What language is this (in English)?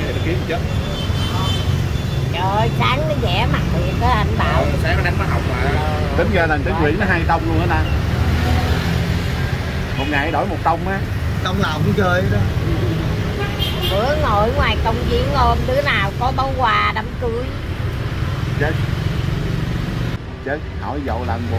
Vietnamese